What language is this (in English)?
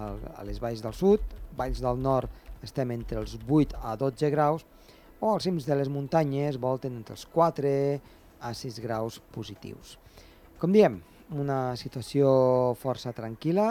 Catalan